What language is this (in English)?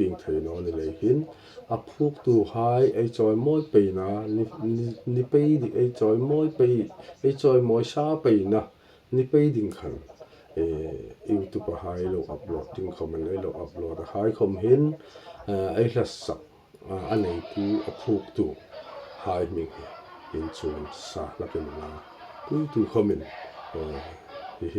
Hmar